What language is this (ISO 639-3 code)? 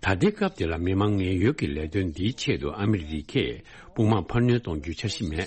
bod